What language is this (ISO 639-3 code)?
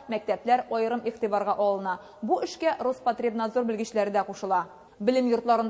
tat